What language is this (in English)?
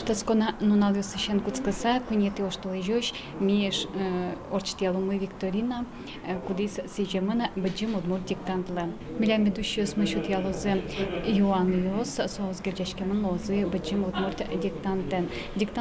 Udmurt